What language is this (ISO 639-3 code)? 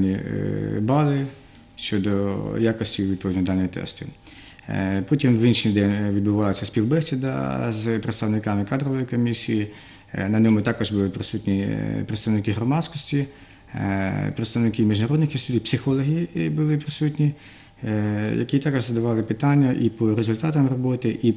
ukr